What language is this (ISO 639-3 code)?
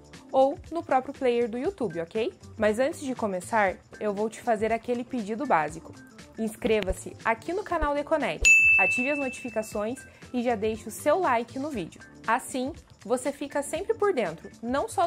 por